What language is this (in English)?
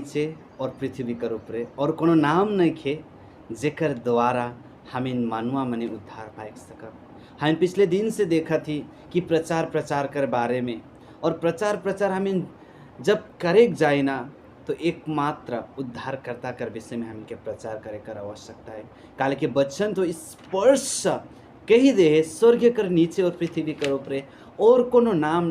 Sadri